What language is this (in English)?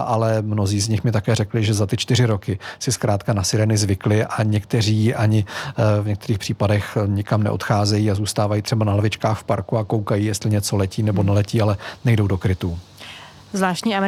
Czech